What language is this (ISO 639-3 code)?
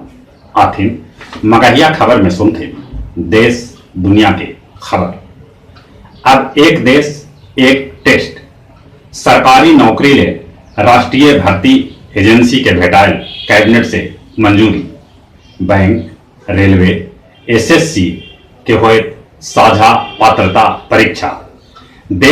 mag